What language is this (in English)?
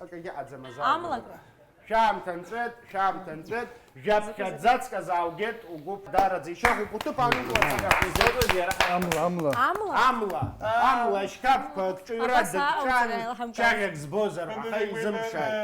Abkhazian